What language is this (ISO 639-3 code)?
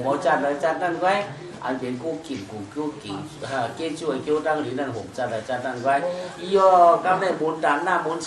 shn